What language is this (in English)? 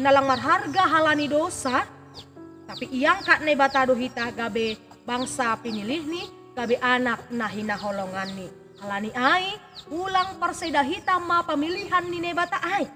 Batak Simalungun